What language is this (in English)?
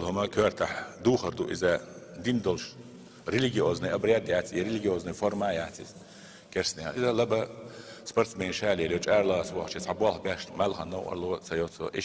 Chechen